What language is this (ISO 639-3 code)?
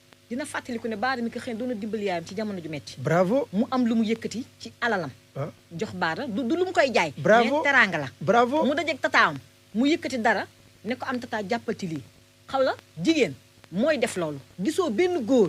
wol